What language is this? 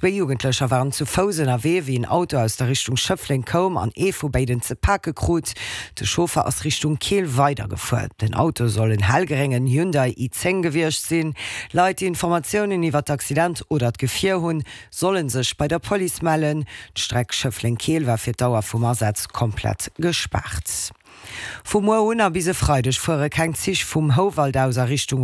Luxembourgish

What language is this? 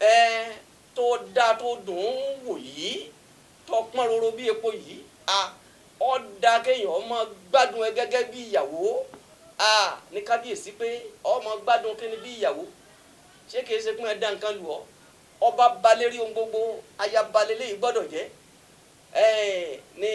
Yoruba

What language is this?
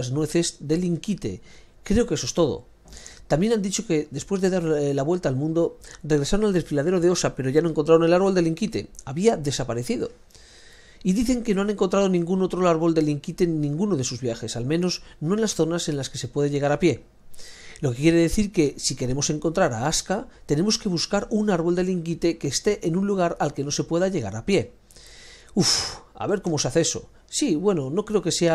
Spanish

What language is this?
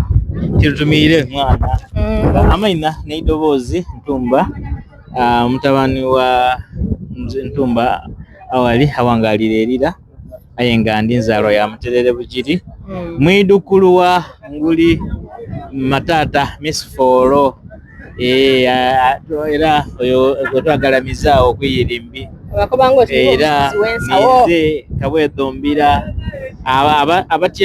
Soga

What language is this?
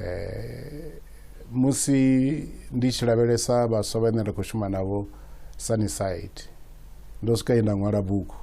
Venda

